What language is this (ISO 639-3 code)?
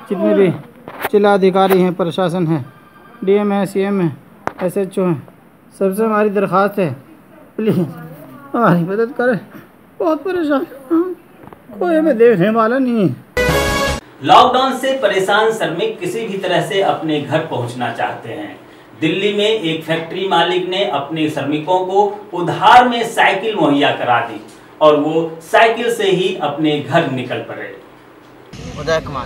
hin